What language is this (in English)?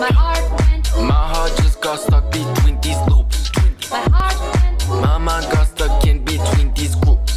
Swiss German